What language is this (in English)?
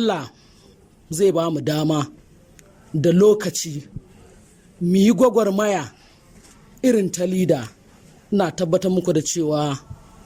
Hausa